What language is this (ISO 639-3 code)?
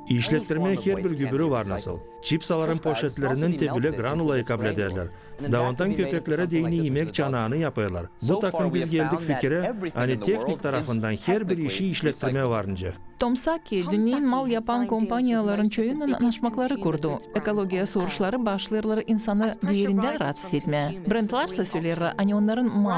gag